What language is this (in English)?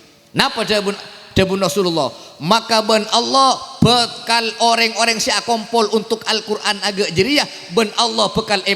Madurese